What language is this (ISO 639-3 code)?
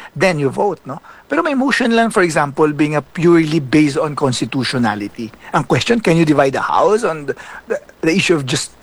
hil